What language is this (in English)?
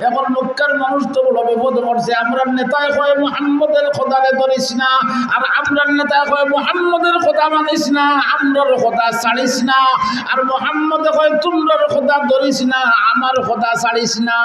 Sylheti